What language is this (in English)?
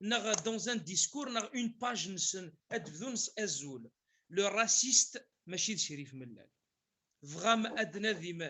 Kabyle